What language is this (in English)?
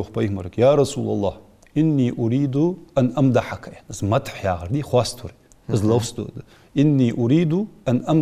Ingush